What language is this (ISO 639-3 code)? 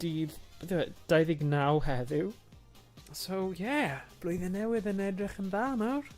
cym